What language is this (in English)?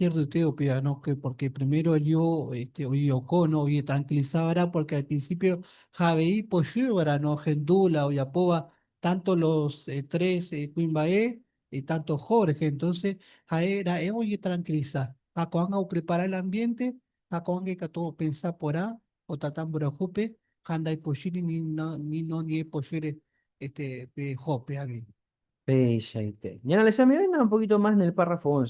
Guarani